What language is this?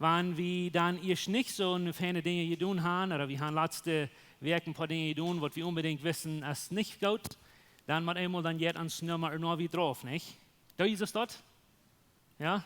Plautdietsch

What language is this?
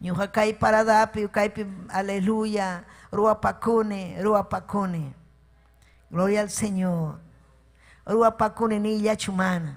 Ayacucho Quechua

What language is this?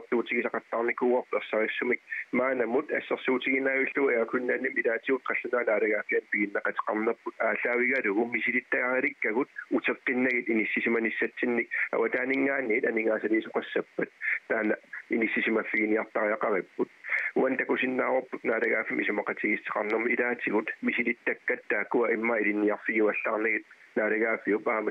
Kalaallisut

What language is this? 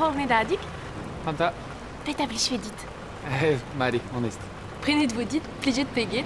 Breton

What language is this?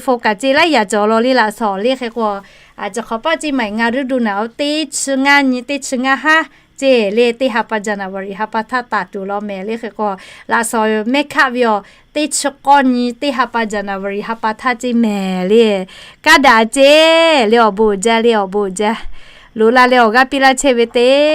Lahu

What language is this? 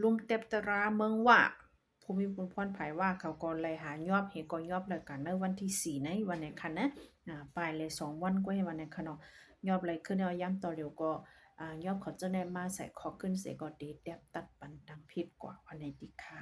Shan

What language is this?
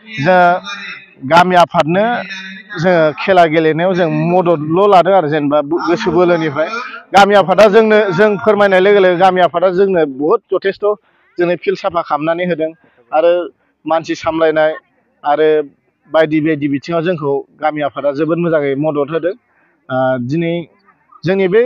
Bodo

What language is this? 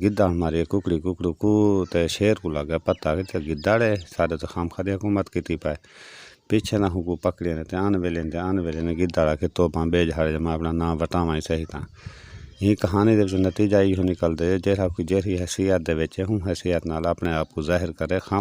Saraiki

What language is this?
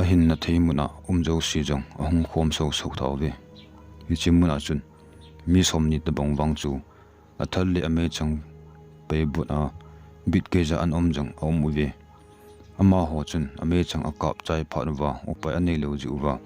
Thado Chin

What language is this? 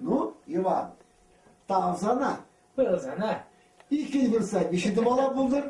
Chuvash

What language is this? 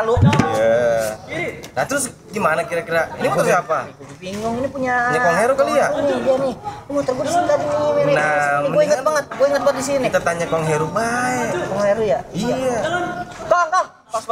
Betawi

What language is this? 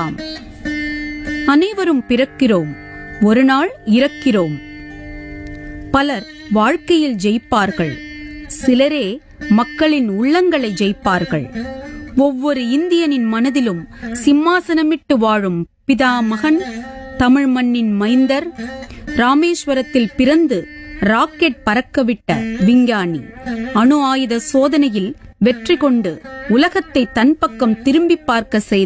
Tamil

